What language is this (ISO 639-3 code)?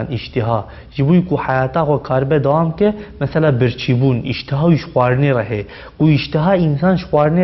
kur